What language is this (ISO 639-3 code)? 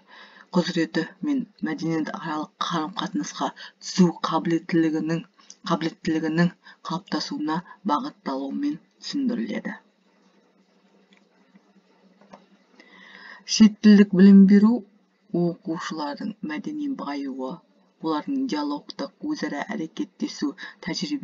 kaz